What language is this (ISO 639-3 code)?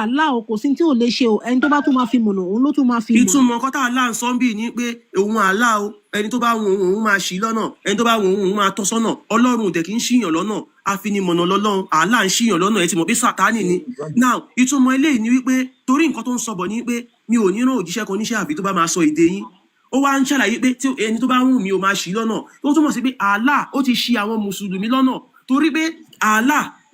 yor